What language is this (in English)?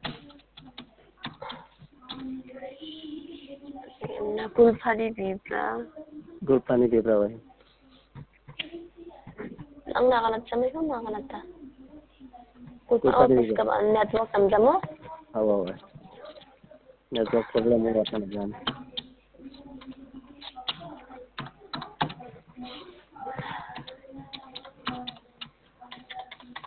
Khasi